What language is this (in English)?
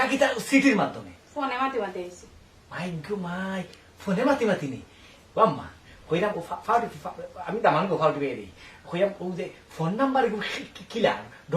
Sylheti